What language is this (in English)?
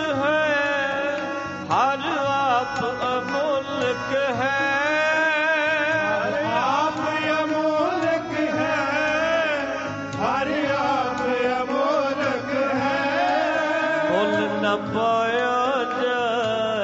Punjabi